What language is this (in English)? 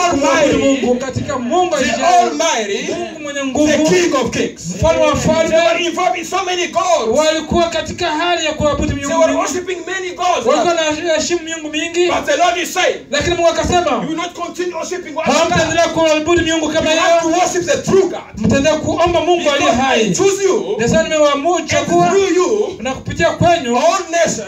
Swahili